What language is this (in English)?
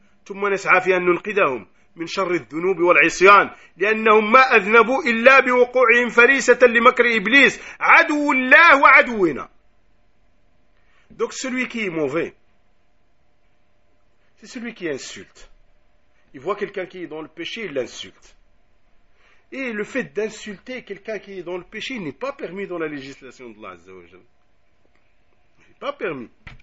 French